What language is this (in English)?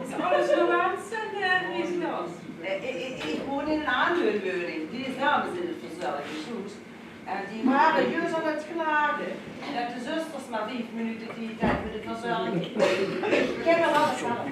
Limburgish